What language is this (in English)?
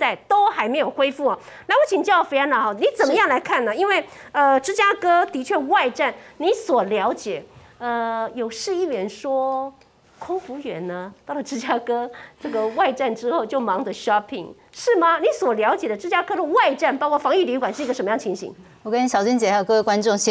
Chinese